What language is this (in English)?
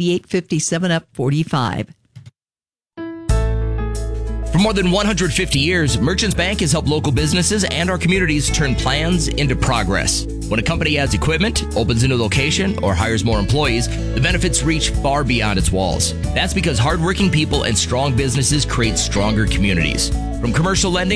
English